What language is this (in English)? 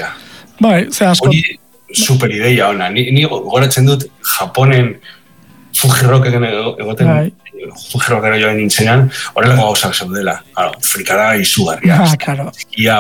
Basque